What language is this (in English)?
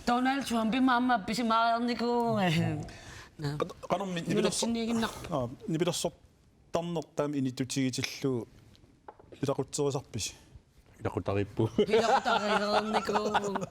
Kalaallisut